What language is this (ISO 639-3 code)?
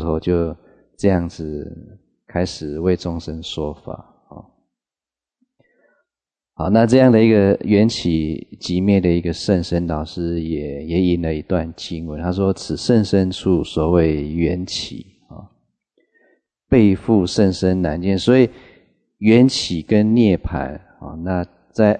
zho